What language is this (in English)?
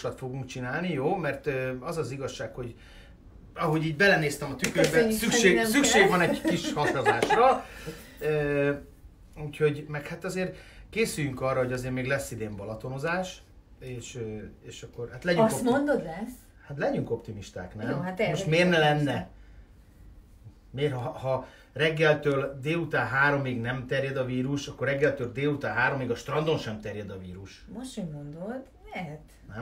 Hungarian